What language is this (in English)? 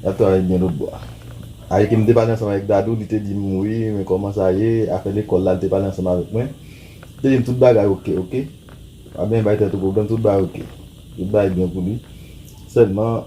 Haitian Creole